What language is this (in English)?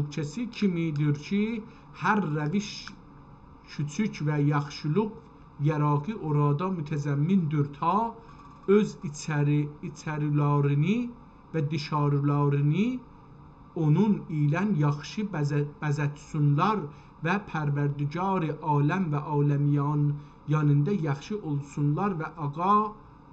South Azerbaijani